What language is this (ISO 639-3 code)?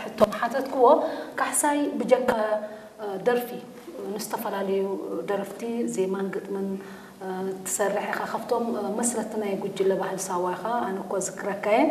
tir